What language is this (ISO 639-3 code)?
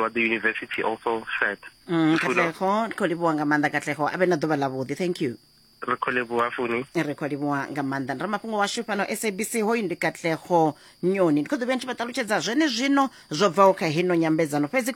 ven